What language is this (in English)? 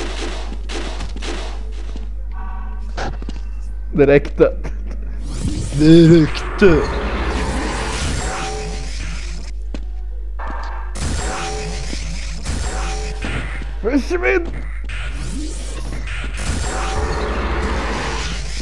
Swedish